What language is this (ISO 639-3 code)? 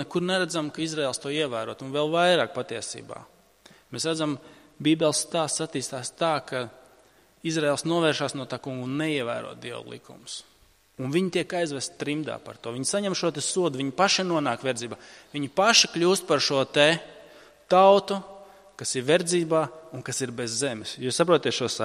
lav